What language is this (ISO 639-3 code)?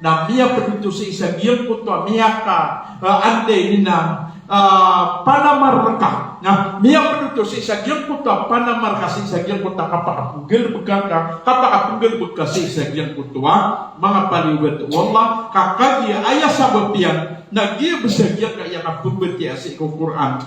mrw